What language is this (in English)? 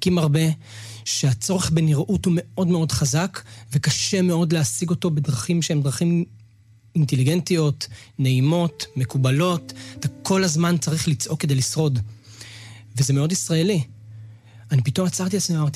Hebrew